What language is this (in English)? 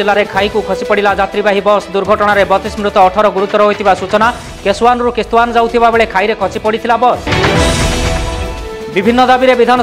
Odia